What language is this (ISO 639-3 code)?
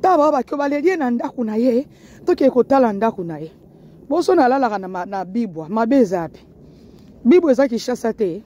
lin